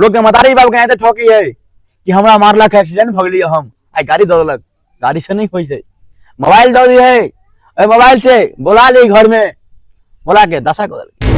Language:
Maithili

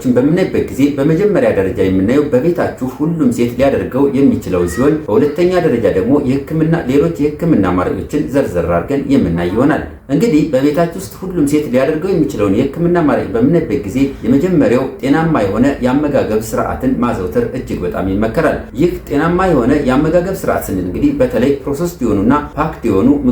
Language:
Amharic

